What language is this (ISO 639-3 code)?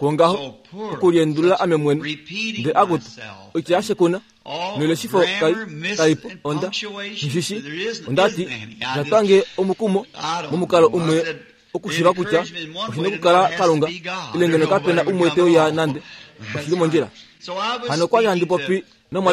kua